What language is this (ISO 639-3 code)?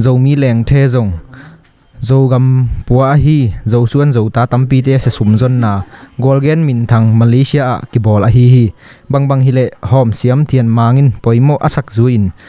ctd